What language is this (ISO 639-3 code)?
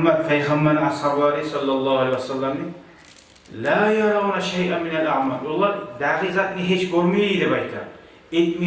kum